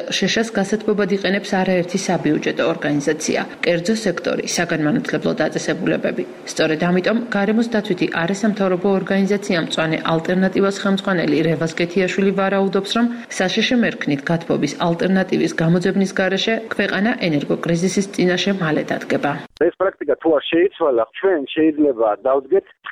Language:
Georgian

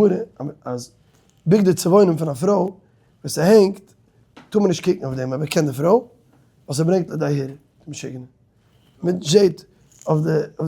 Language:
Yiddish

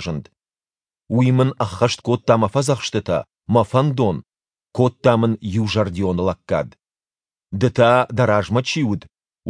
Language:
Ossetic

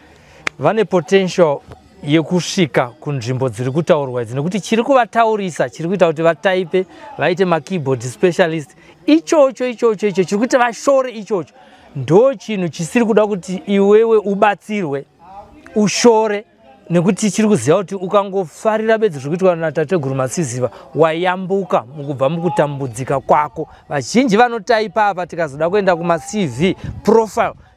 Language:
Shona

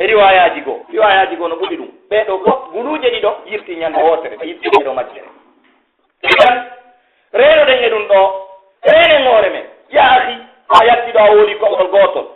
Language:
Pular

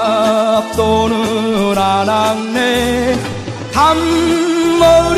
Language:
Korean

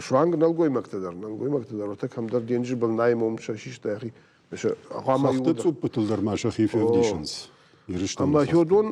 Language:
Ossetic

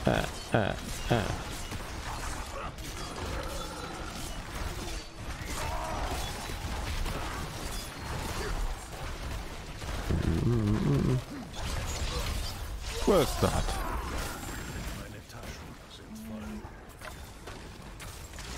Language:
German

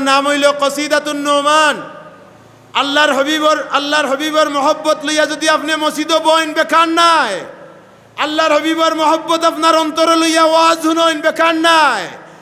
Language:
Sylheti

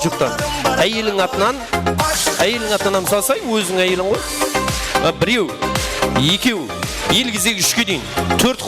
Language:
Kara-Kalpak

